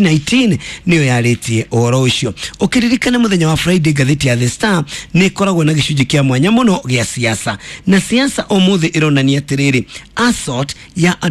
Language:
Kikuyu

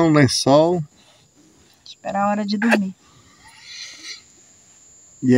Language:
Portuguese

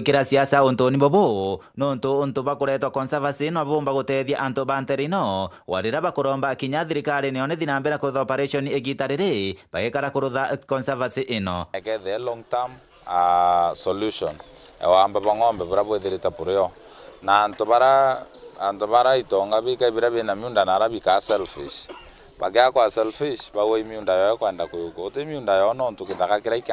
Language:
Meru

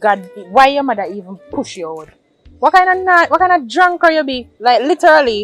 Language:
Jamaican Creole English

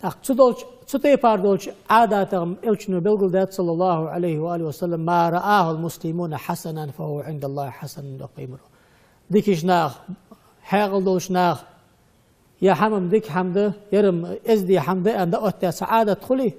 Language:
Ingush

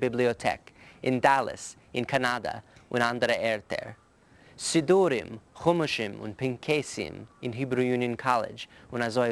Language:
Yiddish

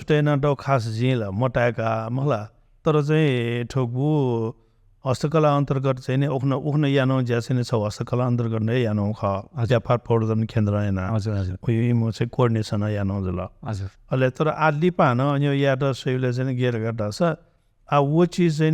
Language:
Newari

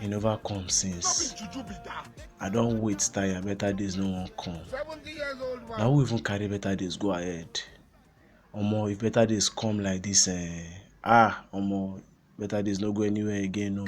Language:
Nigerian Pidgin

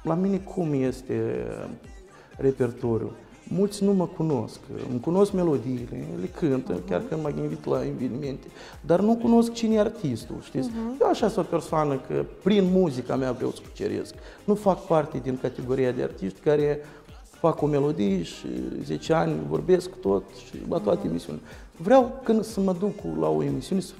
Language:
Romanian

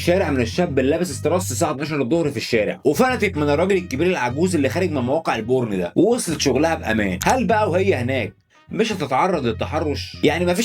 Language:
Egyptian Arabic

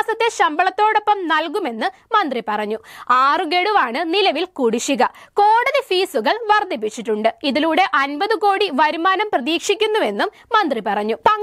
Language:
Malayalam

